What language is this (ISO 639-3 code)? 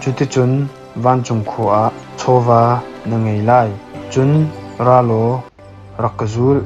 cnh